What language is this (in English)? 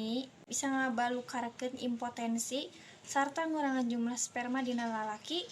Sundanese